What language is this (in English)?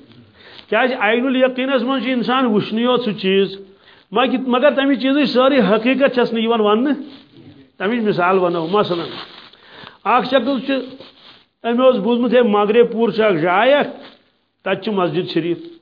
Kashmiri